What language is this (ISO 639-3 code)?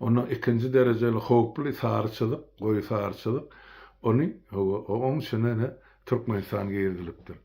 tuk